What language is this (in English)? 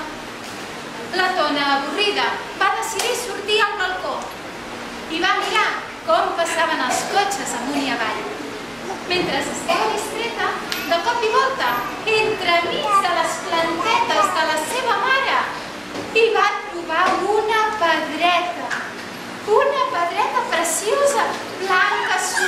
Catalan